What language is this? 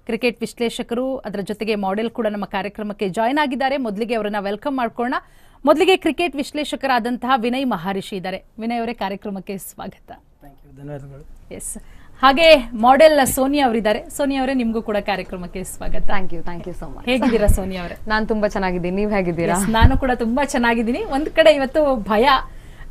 Kannada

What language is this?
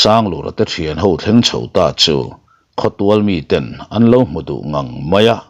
Mizo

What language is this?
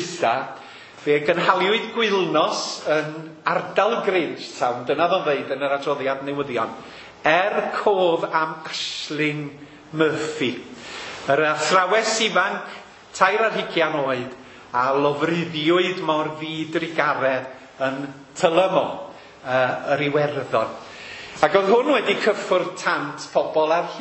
Welsh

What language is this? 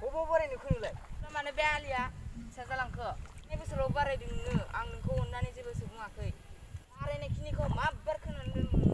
Bodo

